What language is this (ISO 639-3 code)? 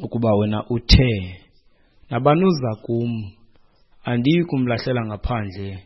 xho